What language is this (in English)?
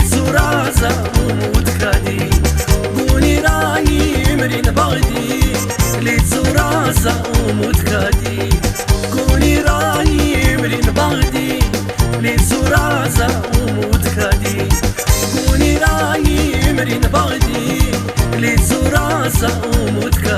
Tabassaran